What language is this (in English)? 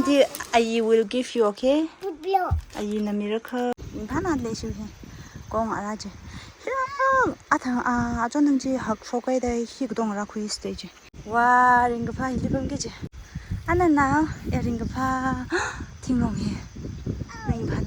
Tangkhul Naga (India)